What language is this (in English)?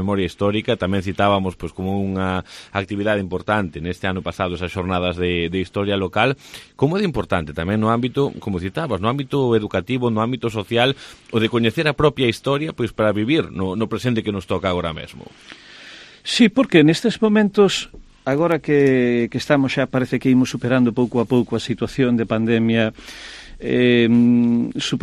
Galician